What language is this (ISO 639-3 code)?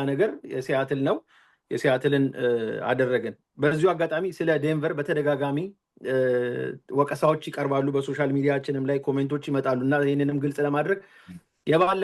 amh